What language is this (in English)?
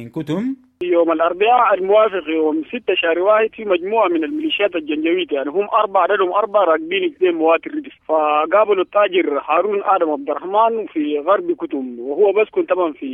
Sudanese Arabic